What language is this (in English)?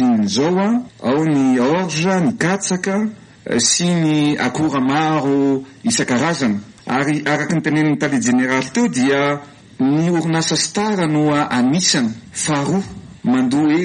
Malagasy